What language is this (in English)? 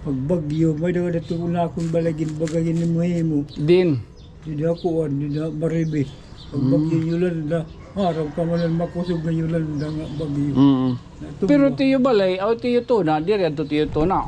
Waray